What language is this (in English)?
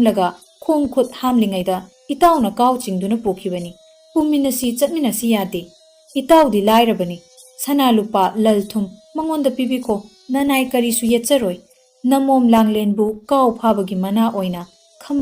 Manipuri